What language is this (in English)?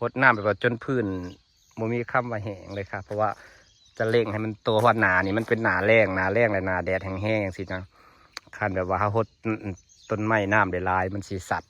Lao